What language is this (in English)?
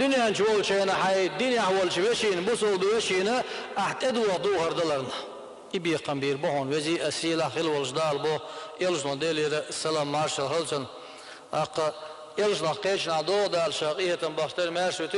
Chechen